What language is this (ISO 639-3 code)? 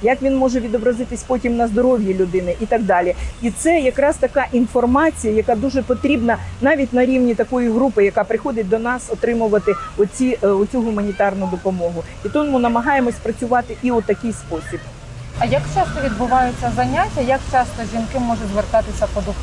ukr